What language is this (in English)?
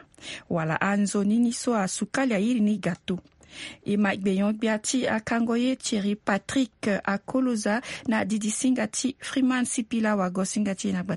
Sango